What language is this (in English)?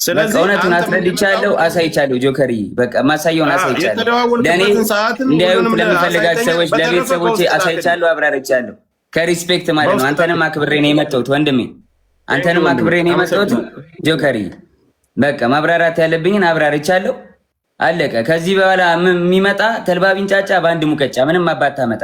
Amharic